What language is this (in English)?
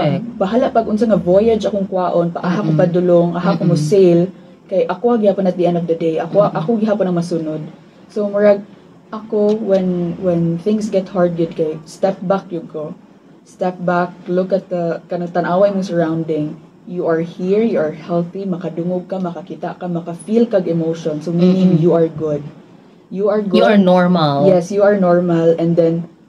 Cebuano